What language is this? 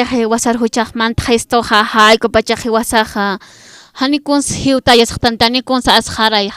Aymara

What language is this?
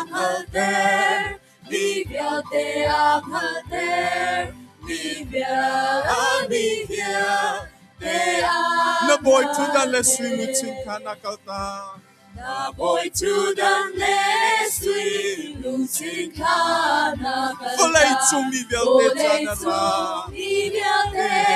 Hakha Chin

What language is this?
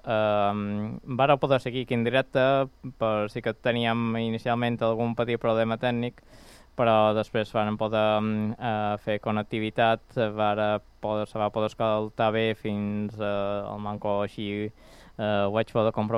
Catalan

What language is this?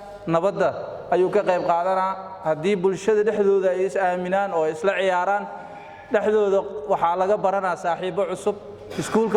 Somali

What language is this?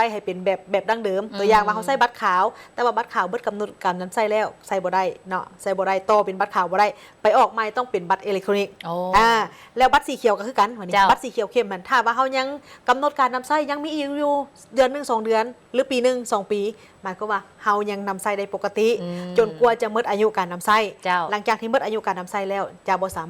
Lao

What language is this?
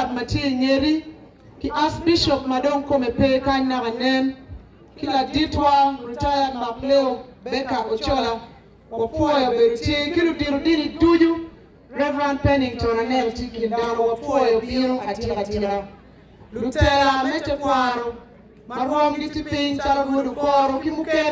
Acoli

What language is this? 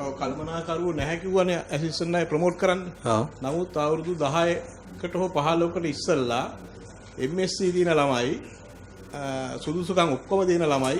Sinhala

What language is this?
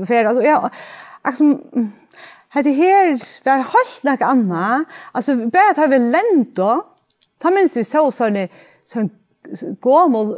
Faroese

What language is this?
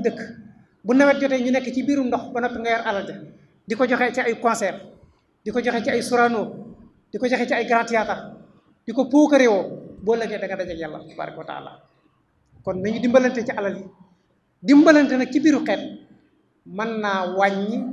Wolof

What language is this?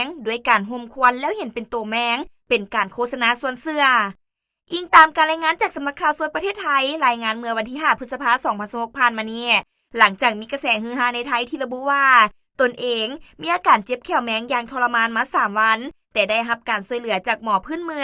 Lao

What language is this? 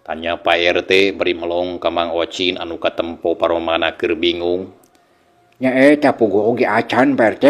Sundanese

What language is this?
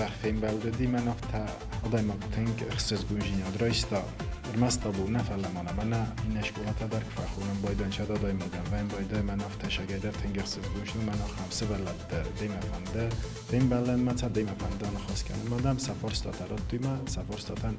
Ossetic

